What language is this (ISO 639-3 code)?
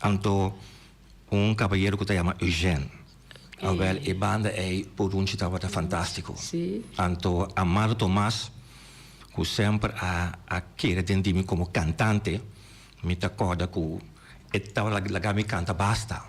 pap